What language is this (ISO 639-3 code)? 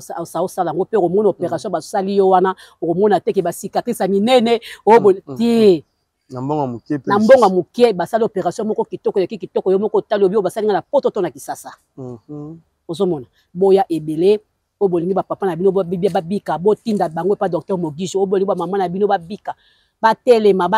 lin